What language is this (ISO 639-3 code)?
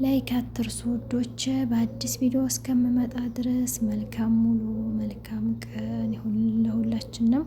amh